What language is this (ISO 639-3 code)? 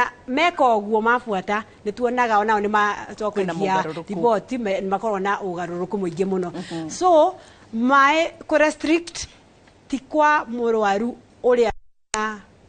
kik